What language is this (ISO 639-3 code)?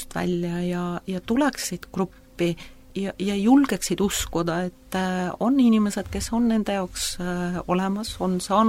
est